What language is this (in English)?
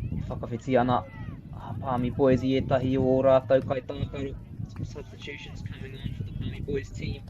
Māori